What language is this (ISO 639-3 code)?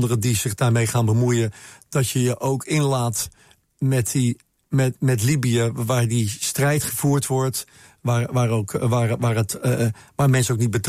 nld